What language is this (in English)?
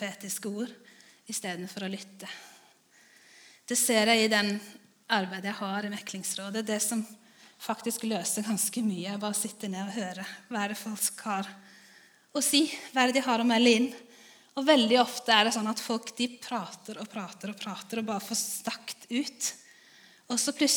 Norwegian